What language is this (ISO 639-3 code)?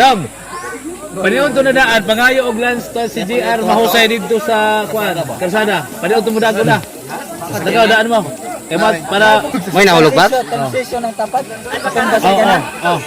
ceb